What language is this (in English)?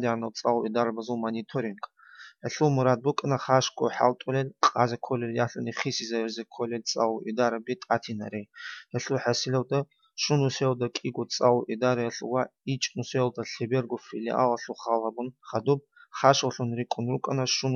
Avaric